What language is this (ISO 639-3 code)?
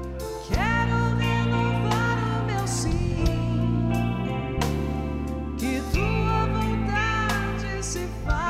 por